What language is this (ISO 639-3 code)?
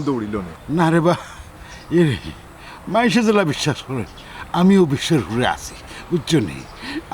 syl